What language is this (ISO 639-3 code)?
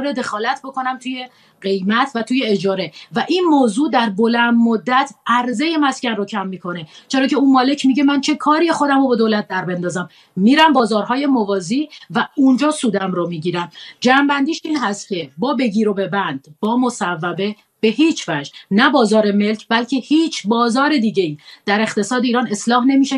fas